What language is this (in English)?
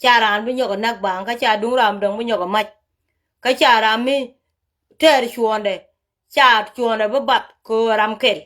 Nuer